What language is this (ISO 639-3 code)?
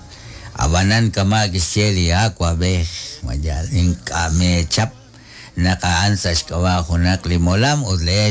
kek